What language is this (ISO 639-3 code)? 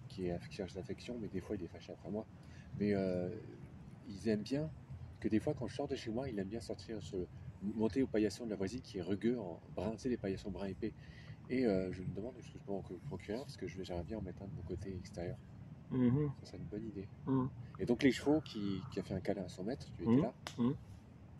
fra